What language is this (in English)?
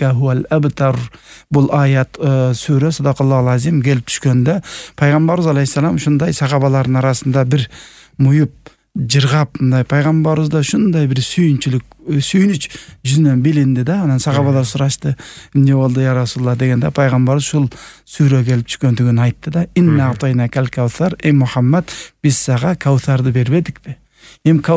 Kyrgyz